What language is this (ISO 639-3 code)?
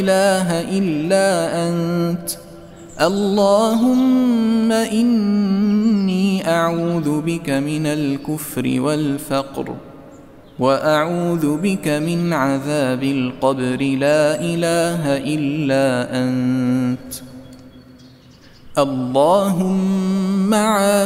ara